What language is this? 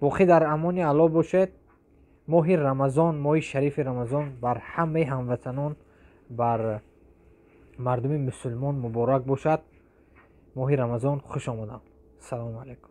Tajik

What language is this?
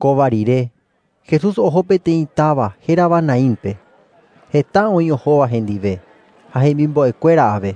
Guarani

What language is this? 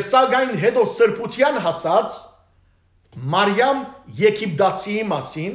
Armenian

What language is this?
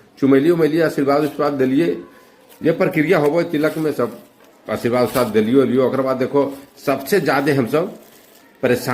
Magahi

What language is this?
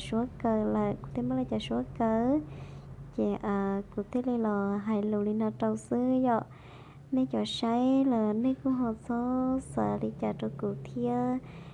Hmong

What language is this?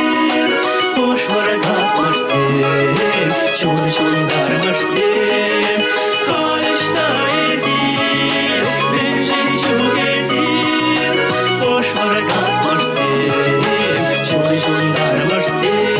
Chuvash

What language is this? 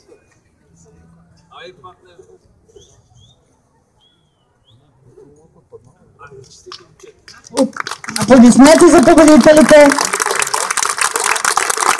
Bulgarian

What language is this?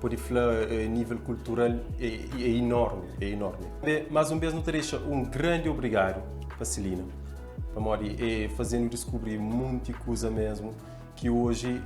Kabuverdianu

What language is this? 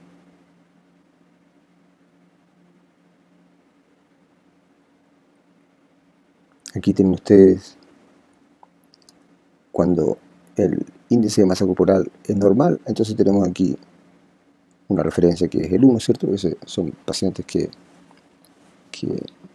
Spanish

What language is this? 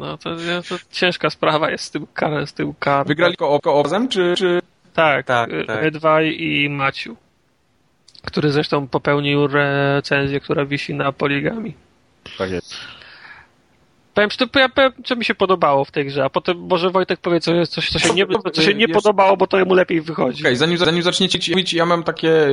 Polish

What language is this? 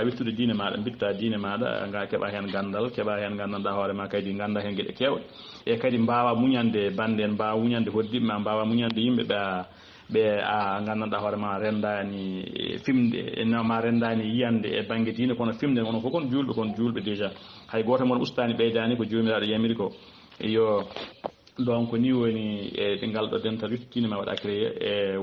Fula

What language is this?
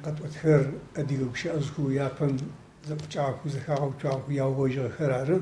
Adyghe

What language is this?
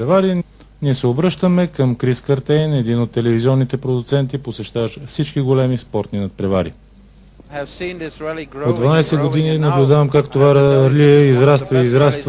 Bulgarian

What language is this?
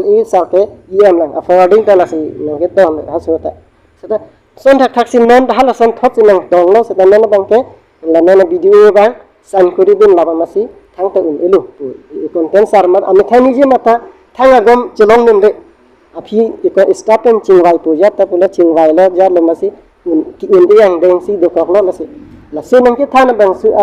Karbi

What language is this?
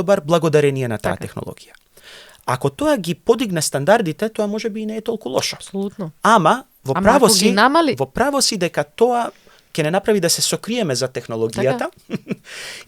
Macedonian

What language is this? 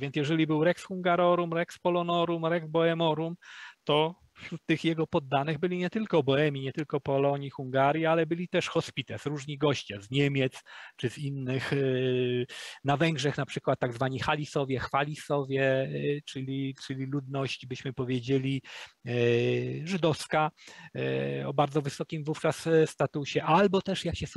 Polish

